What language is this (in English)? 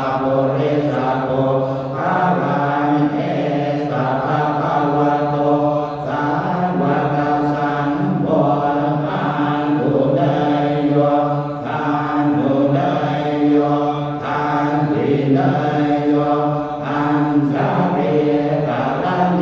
Pali